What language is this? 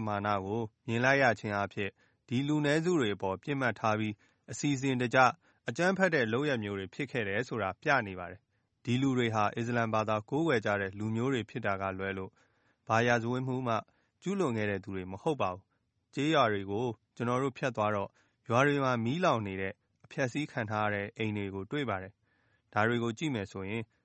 Burmese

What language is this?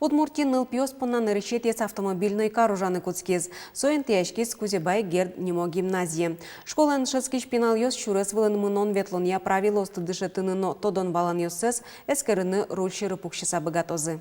Udmurt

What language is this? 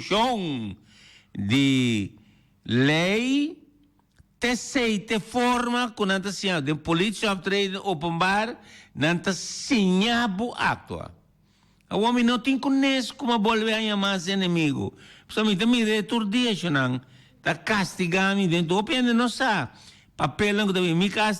Papiamento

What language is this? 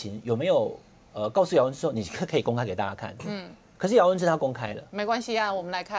Chinese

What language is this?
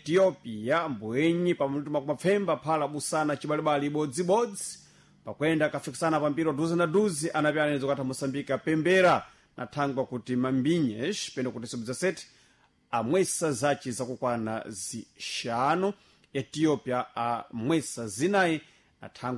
Sena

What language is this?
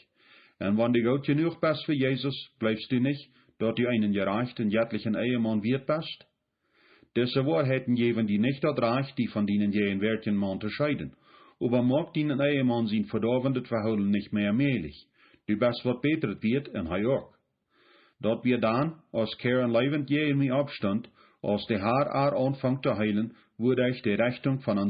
Plautdietsch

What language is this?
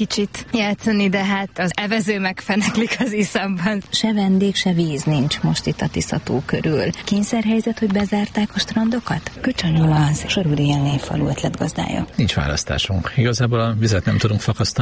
Hungarian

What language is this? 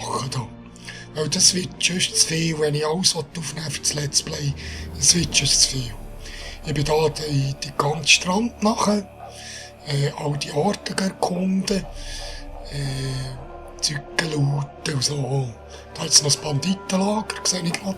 Swiss German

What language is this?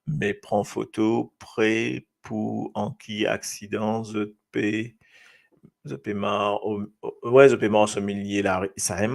Morisyen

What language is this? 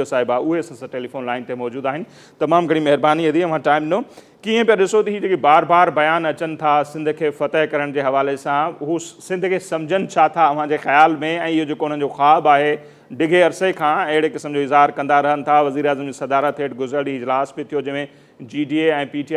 Sindhi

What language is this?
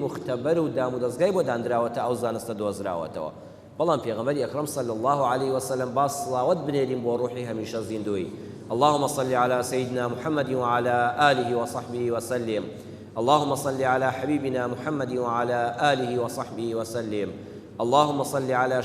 Central Kurdish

